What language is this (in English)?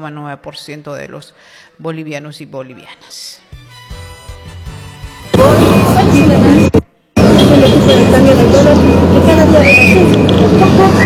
Spanish